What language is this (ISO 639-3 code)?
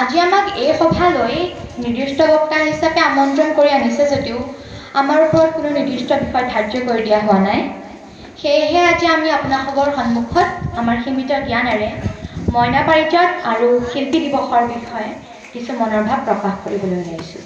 asm